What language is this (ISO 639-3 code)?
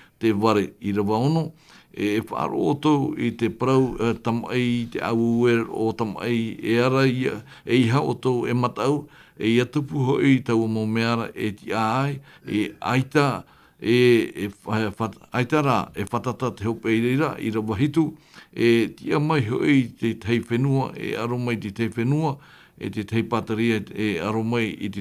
tah